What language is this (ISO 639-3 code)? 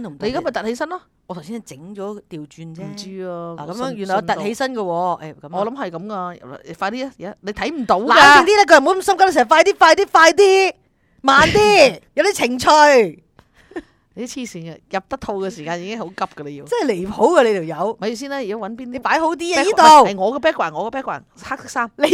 yue